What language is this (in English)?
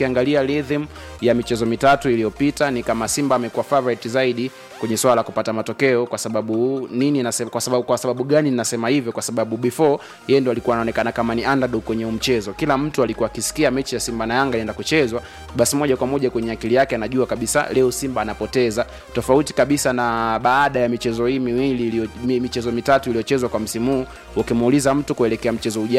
Swahili